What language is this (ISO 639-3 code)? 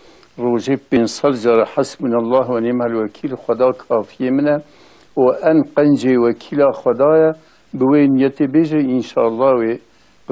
kur